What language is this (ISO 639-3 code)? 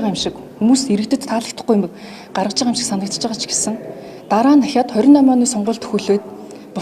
mon